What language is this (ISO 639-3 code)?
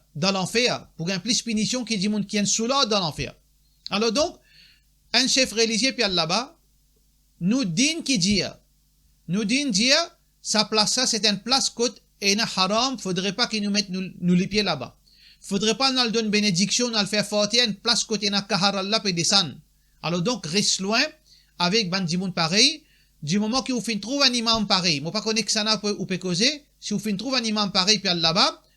mfe